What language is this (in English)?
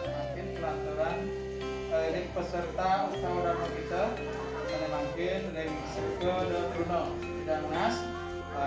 Balinese